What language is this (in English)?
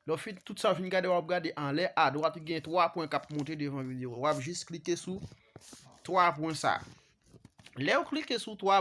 Haitian Creole